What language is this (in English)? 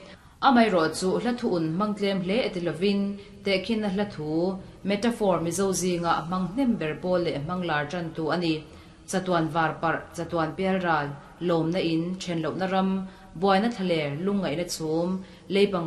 Mizo